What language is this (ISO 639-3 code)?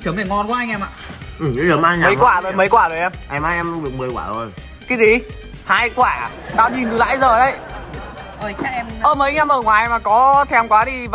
vie